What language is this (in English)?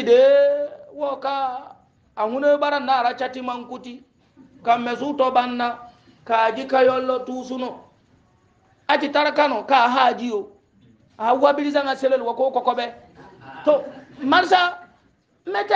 Hausa